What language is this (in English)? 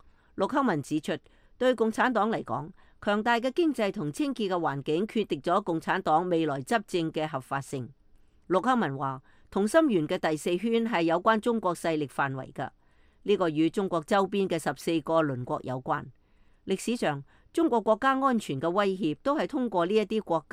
Cantonese